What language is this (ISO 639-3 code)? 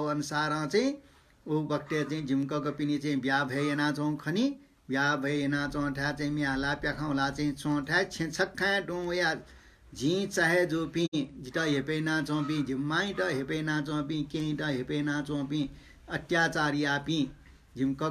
new